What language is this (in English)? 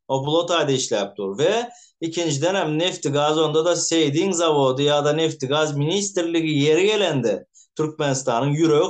Turkmen